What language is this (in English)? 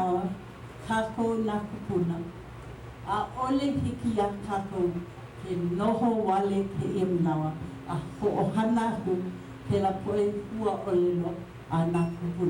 Hawaiian